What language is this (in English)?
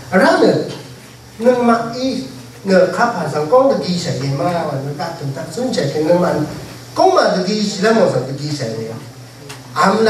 Rawang